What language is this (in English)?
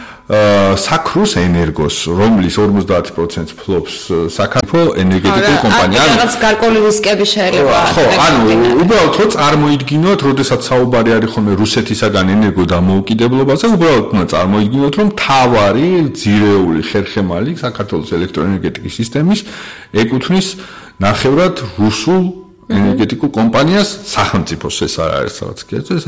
Georgian